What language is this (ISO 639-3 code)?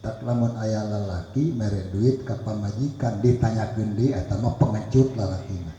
sun